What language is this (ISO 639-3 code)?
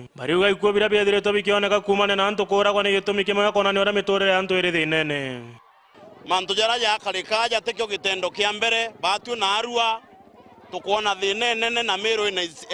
mer